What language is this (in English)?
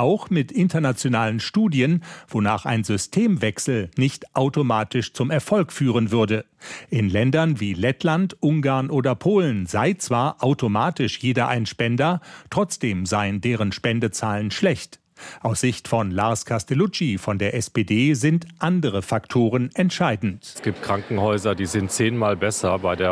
German